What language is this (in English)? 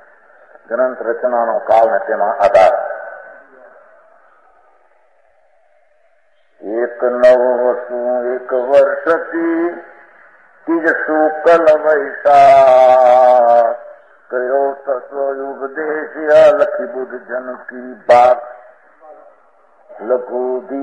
Gujarati